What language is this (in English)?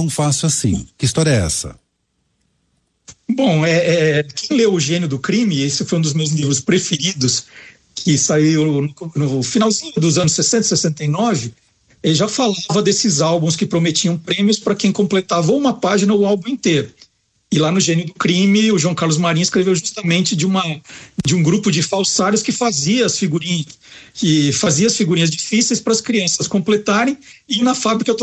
Portuguese